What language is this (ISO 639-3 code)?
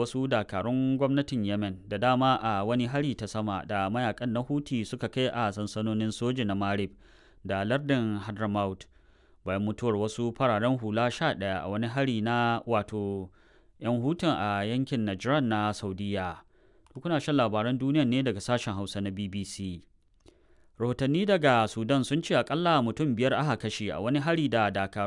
hau